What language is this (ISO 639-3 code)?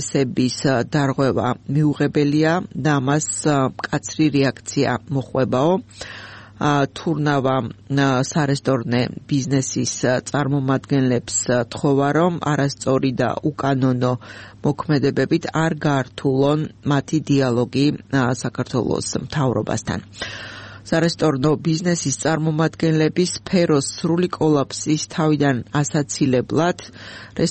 kat